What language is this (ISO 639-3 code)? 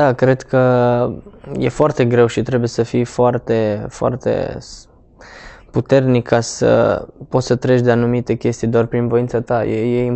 ron